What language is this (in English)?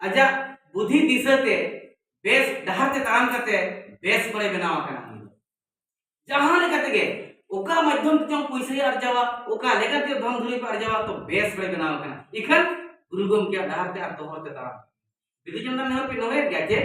Santali